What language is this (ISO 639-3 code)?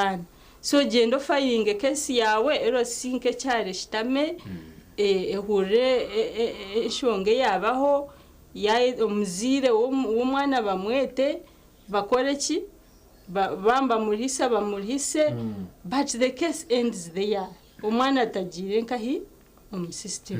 nyn